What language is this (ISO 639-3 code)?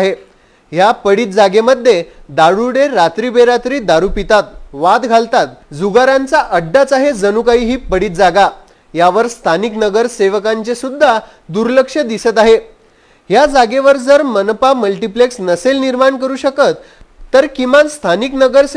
mar